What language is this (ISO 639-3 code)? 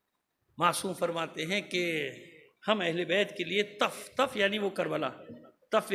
urd